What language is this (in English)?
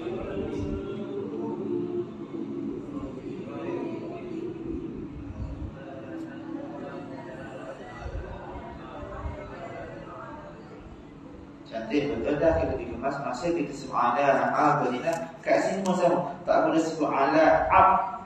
Malay